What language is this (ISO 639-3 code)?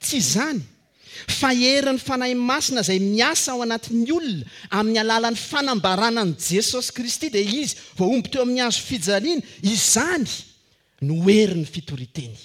mlg